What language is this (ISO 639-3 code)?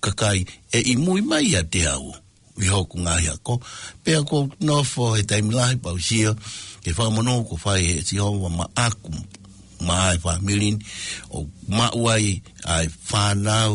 ton